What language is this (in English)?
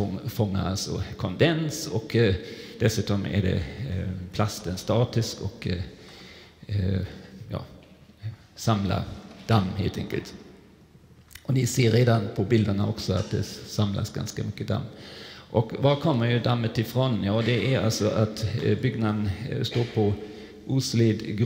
Swedish